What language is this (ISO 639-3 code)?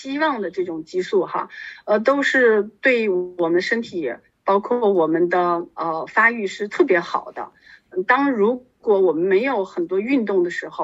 zho